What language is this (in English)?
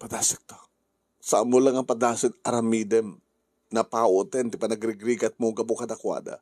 Iloko